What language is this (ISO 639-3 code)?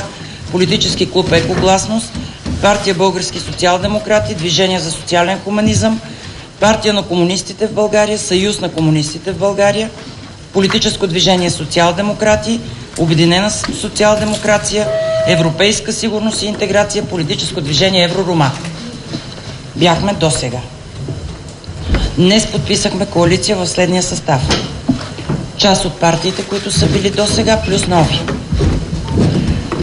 bul